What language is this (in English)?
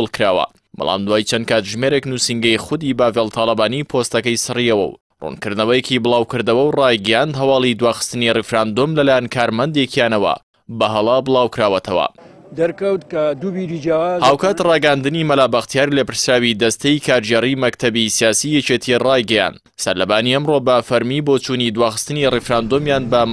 Central Kurdish